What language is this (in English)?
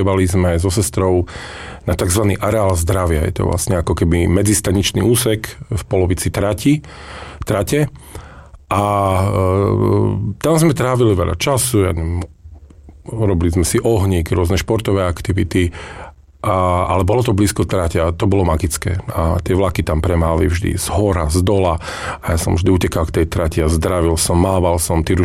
Slovak